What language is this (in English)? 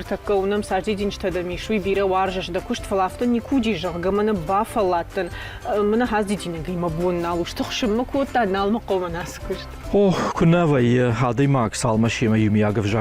Ossetic